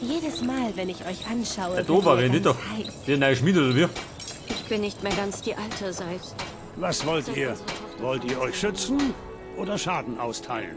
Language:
Bavarian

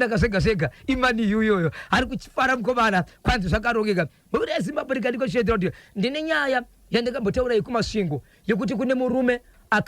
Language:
Shona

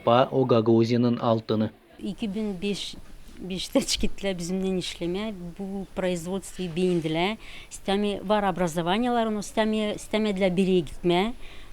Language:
Gagauz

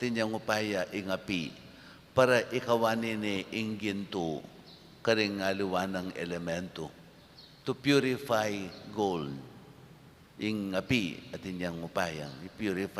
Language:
Pampanga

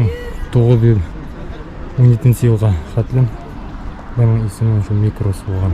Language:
Bashkir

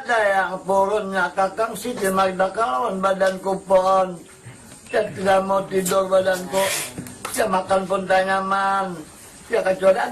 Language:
Banjar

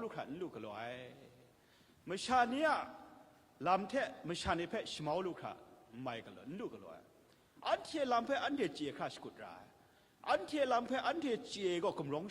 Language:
Kachin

